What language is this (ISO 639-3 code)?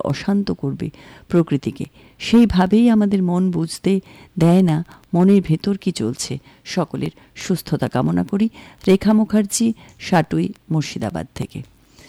ben